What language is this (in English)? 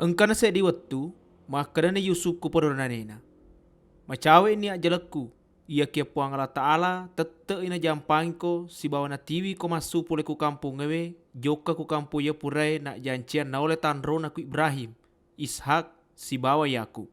Buginese